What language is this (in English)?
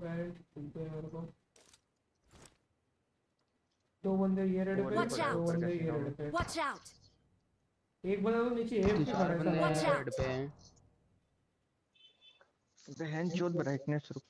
Hindi